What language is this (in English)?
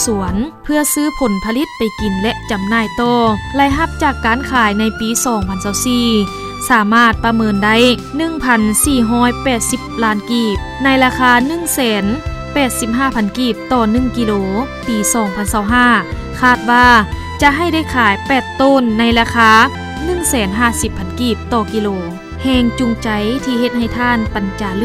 Lao